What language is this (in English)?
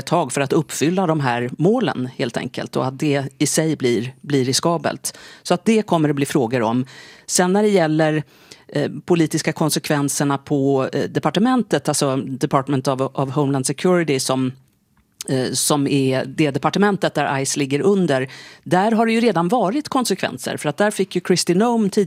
Swedish